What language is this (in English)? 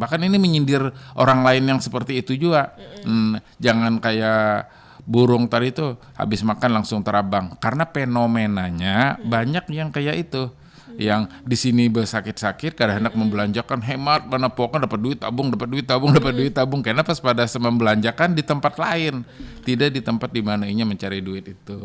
Banjar